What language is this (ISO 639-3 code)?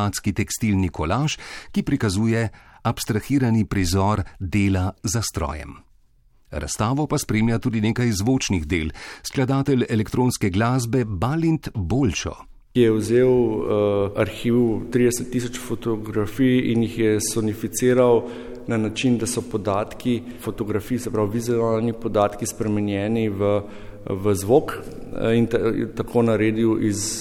slv